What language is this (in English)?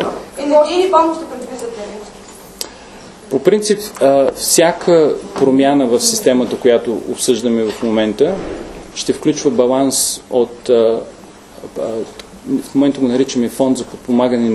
Bulgarian